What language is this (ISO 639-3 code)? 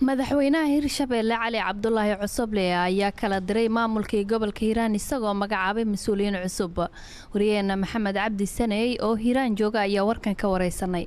som